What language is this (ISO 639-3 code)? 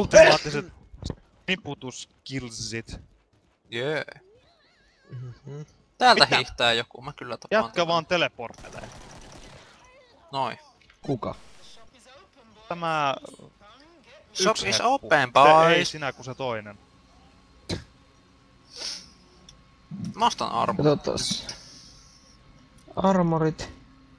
fin